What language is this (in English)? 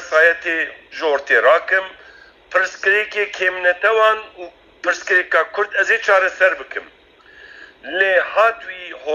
Kurdish